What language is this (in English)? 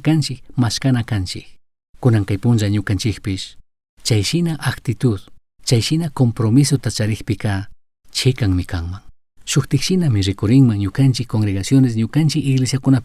Chimborazo Highland Quichua